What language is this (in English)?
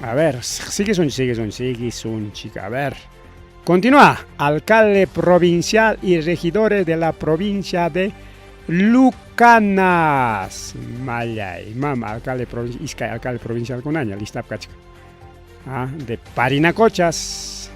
Ayacucho Quechua